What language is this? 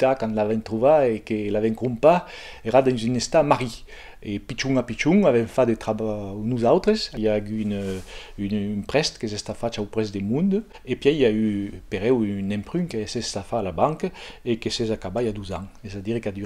Occitan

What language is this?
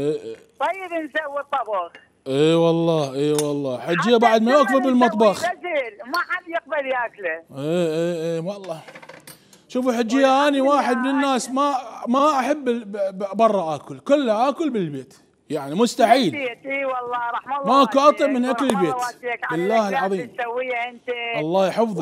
Mesopotamian Arabic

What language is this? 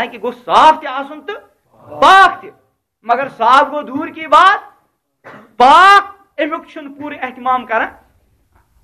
Kashmiri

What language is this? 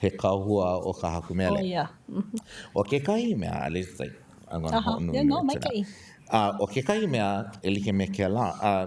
Hawaiian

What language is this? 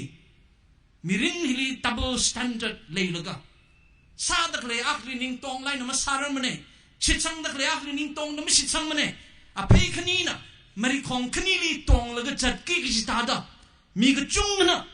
Tangkhul Naga (India)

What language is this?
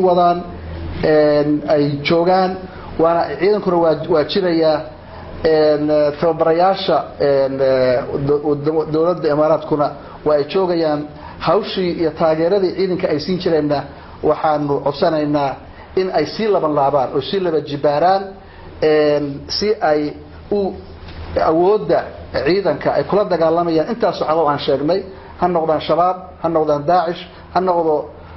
Somali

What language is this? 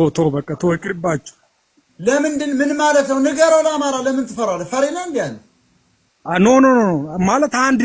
Amharic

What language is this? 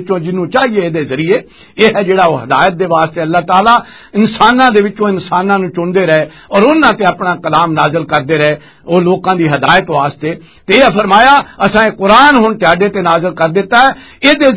Western Panjabi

